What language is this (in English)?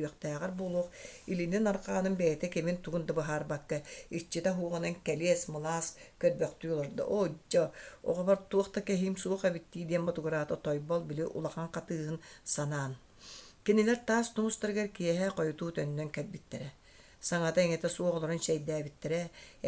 Yakut